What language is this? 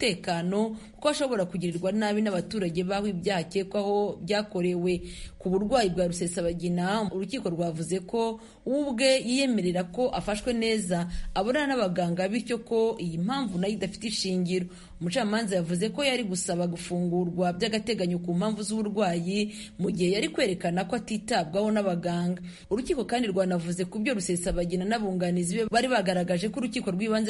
Kinyarwanda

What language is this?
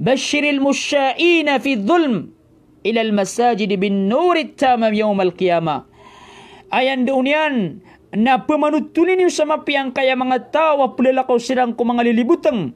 Maranao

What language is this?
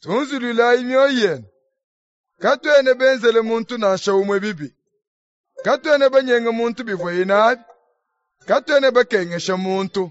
Luba-Lulua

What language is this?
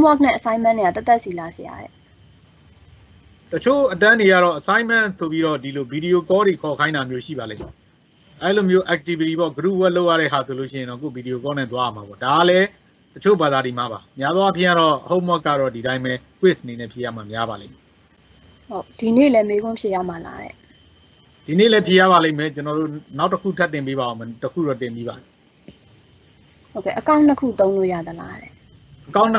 Burmese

